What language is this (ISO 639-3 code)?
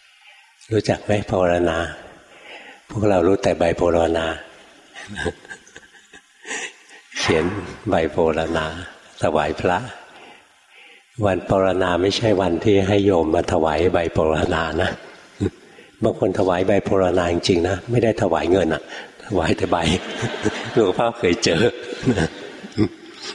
tha